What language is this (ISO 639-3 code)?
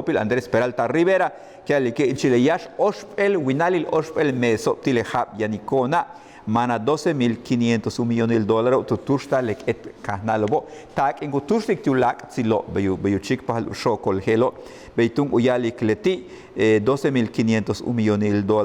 yua